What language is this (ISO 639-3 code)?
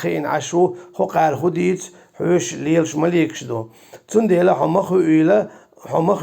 che